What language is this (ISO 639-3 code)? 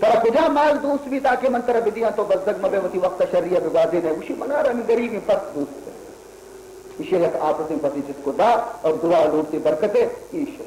bal